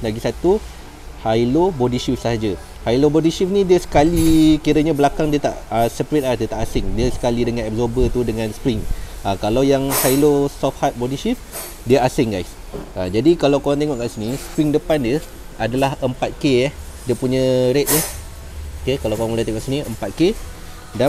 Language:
Malay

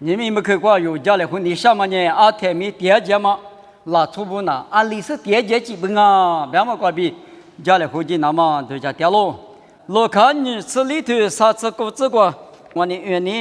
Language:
Lisu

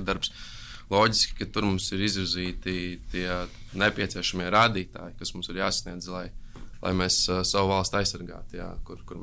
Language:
Latvian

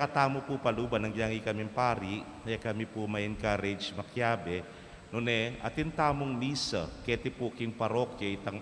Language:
Pampanga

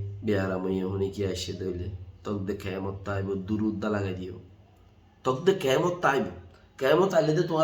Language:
Rohingya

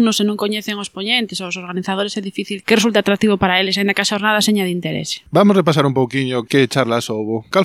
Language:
Galician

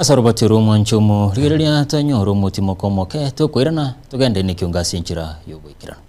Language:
Gusii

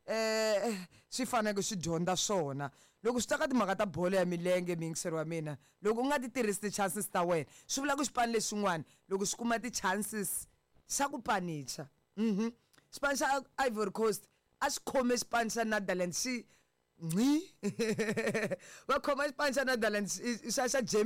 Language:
Tsonga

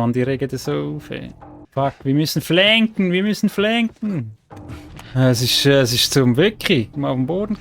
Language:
Swiss German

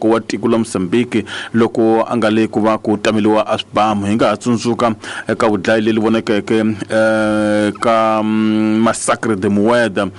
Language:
Tsonga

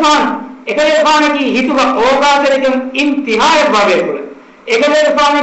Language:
Divehi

